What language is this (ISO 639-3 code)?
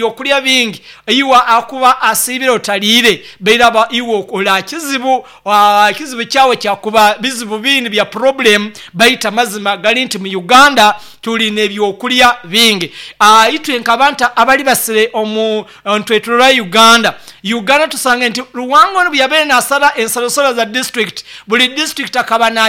nyo